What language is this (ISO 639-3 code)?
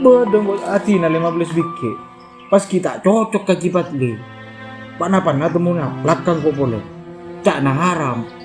mad